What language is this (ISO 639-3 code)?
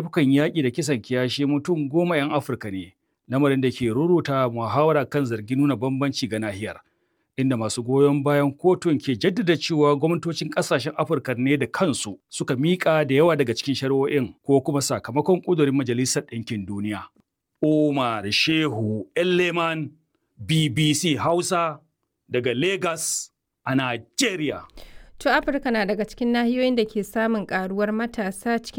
hau